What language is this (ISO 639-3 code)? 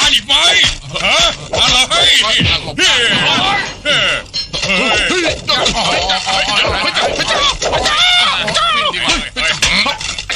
tha